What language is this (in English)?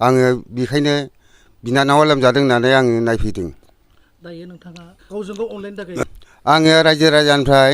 Bodo